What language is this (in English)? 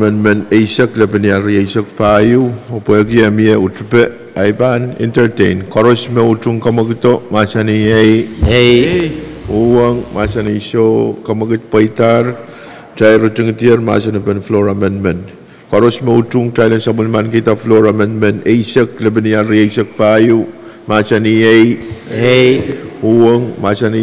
Pohnpeian